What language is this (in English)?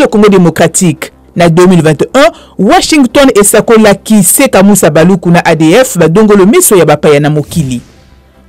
Lingala